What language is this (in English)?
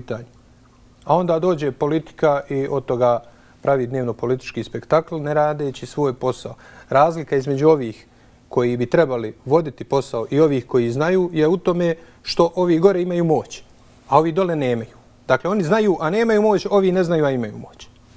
Bosnian